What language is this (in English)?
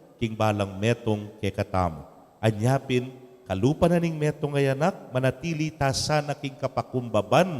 Pampanga